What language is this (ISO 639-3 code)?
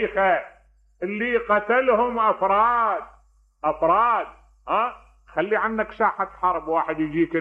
acm